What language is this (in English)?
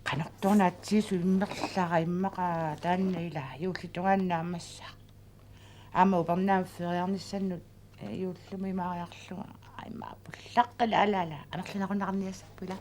Kalaallisut